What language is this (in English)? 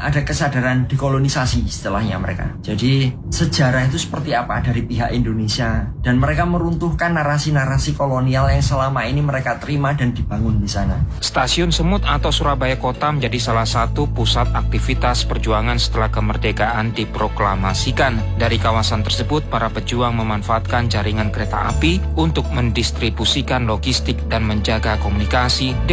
Indonesian